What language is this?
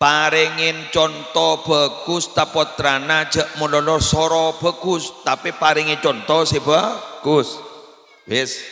Madurese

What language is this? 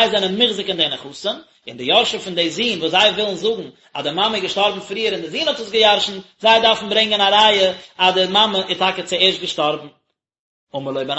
Yiddish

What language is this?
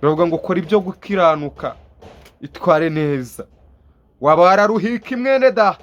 Kinyarwanda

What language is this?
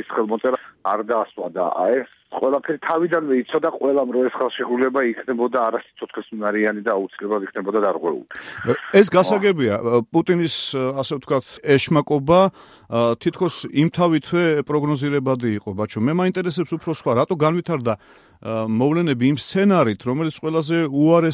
Georgian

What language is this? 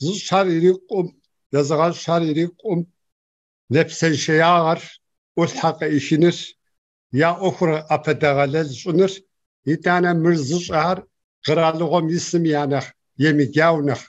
Kabardian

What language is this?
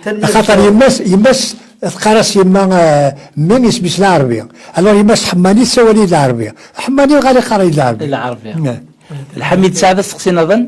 Kabyle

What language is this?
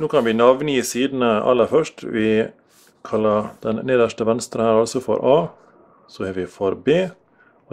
Norwegian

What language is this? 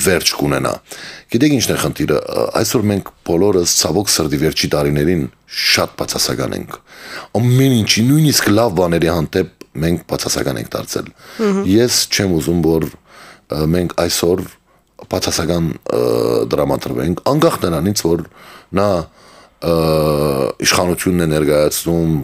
Armenian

